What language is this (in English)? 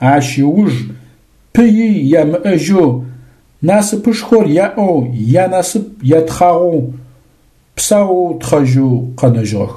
Adyghe